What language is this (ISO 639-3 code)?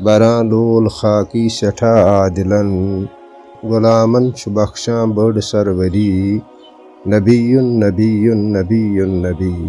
kas